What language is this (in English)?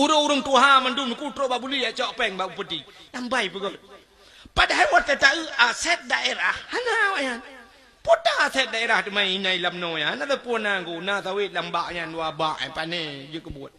Achinese